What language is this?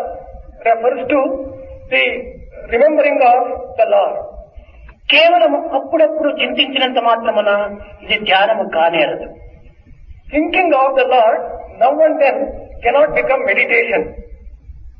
Telugu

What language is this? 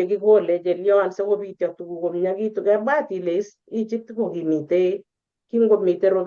Kalenjin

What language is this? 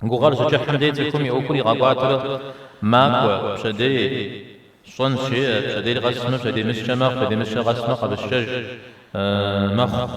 Kabardian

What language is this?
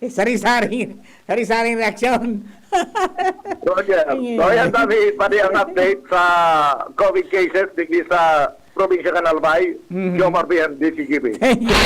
Bikol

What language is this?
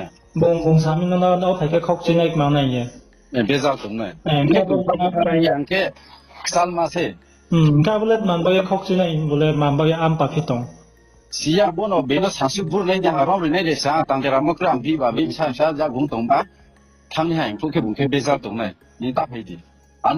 Riang (India)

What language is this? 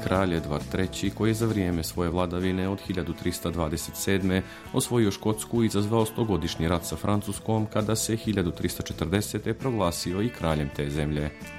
Serbian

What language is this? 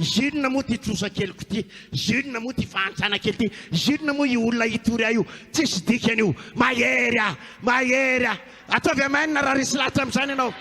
Malagasy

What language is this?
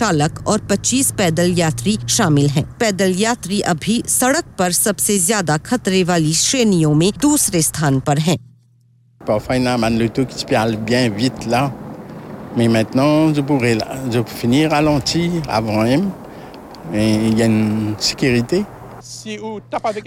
Hindi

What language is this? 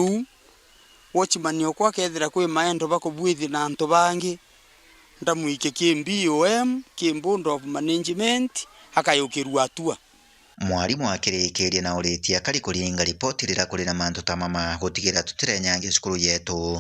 Meru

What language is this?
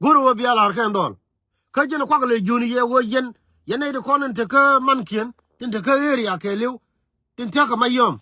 Nuer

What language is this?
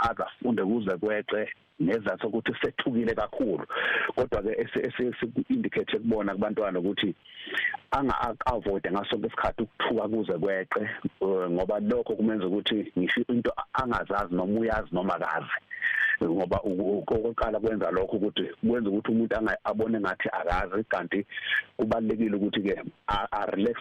Zulu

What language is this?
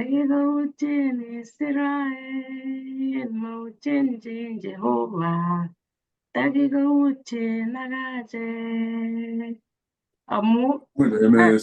Kalenjin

